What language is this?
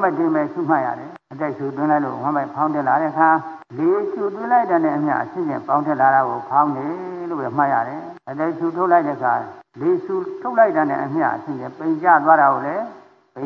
Burmese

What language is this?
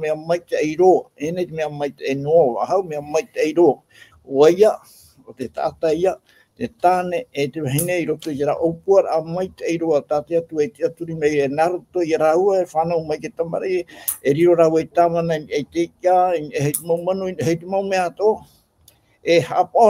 Tahitian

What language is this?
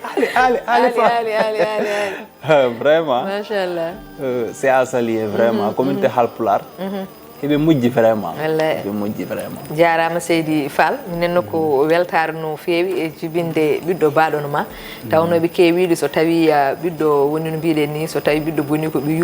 Fula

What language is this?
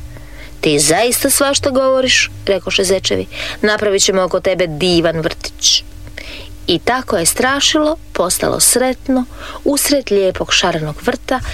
Croatian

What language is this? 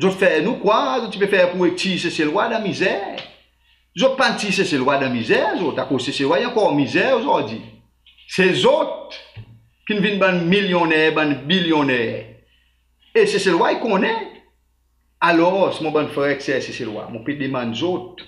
Seselwa Creole French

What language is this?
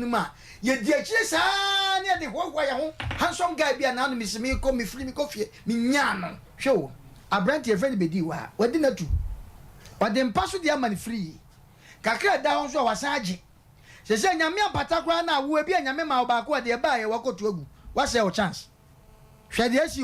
Akan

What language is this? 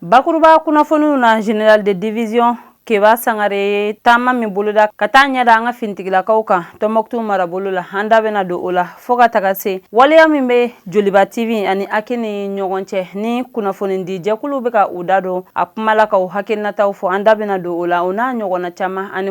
Bambara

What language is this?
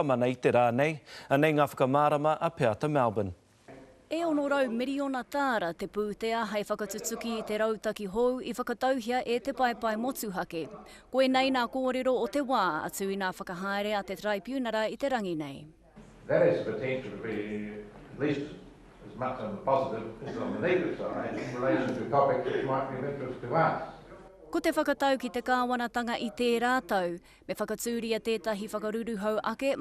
Māori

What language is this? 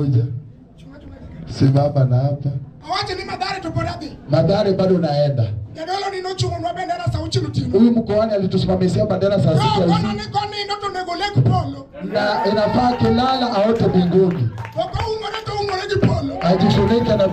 Luo (Kenya and Tanzania)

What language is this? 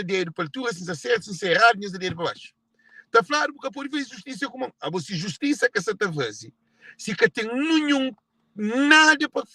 Kabuverdianu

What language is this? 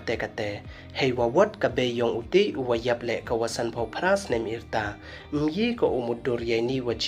Pnar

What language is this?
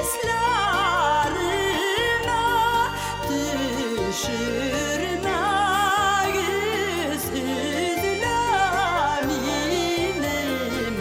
Tatar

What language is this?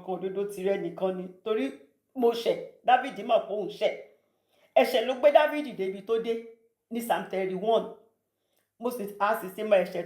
Yoruba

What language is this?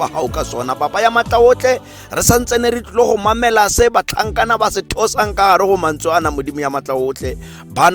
Tswana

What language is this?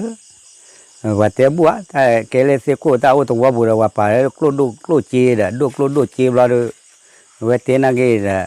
S'gaw Karen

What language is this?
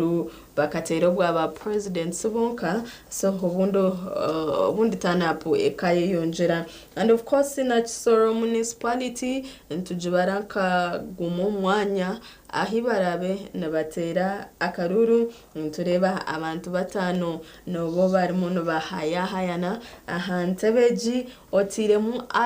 Nyankole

